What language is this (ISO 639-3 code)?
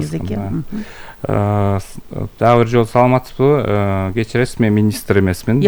kir